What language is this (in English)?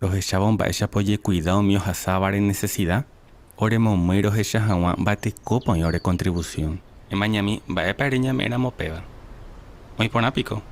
Guarani